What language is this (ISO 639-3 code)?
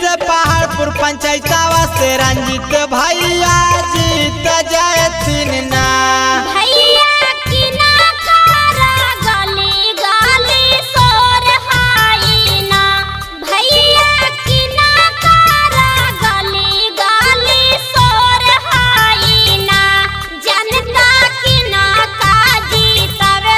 bho